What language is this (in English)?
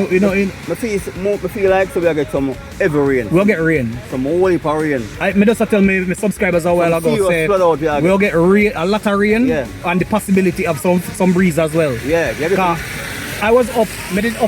Jamaican Creole English